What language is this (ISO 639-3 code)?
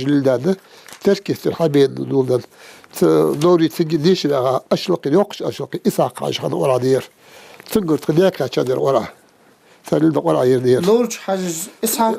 inh